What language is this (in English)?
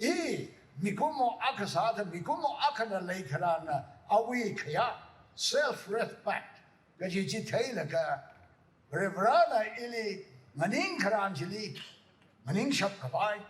Tangkhul Naga (India)